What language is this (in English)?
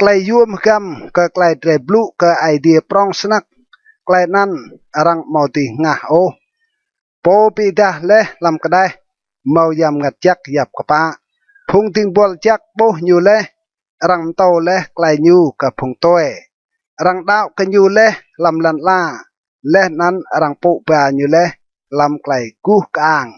Rade